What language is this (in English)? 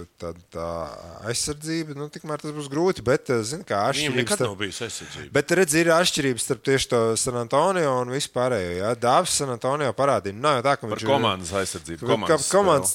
Latvian